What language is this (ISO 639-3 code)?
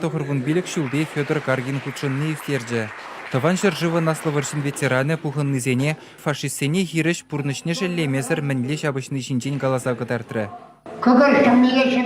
chv